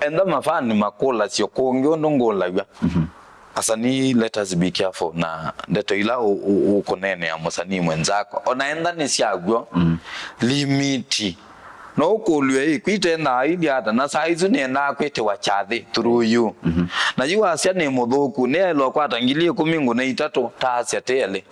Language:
Kamba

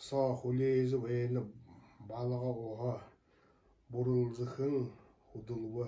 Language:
Buriat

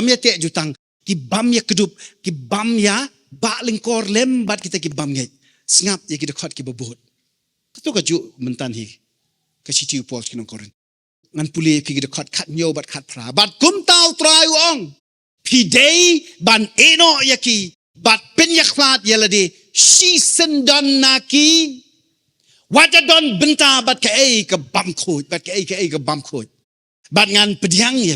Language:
Khasi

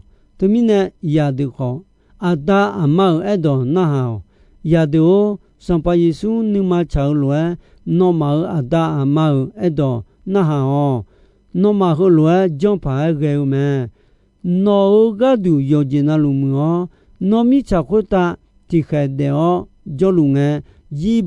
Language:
Akha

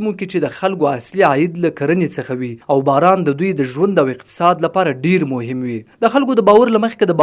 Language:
Pashto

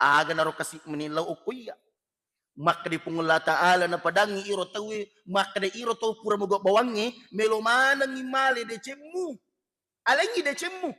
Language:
Buginese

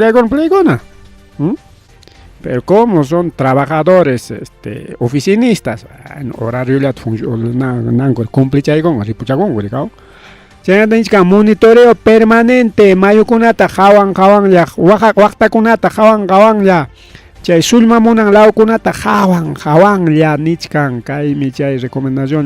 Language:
Ayacucho Quechua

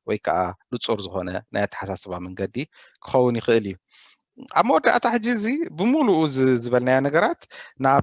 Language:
Tigrinya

